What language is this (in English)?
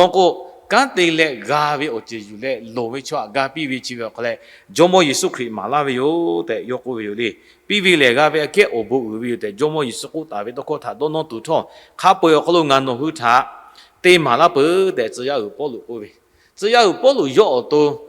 Lahu